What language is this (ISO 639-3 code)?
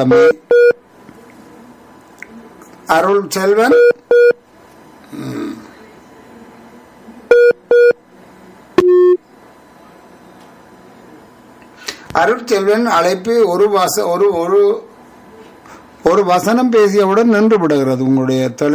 tam